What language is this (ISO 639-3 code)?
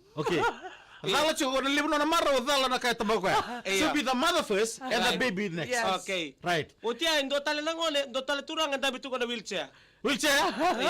fij